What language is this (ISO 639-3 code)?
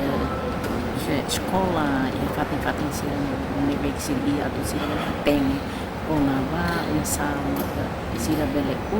tet